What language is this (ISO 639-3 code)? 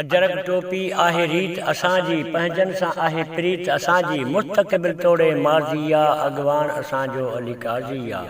snd